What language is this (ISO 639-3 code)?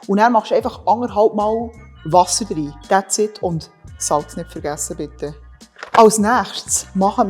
gsw